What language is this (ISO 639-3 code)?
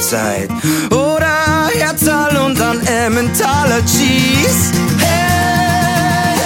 deu